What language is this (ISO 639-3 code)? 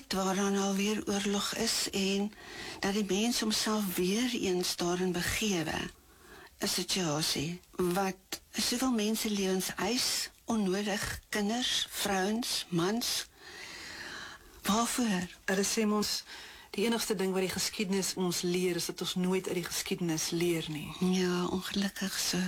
afr